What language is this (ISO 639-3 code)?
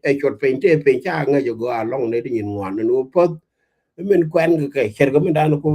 nus